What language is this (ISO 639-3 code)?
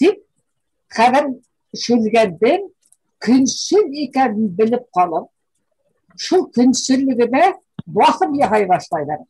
bak